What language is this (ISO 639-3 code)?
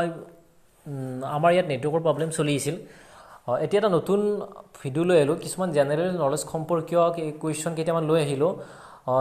asm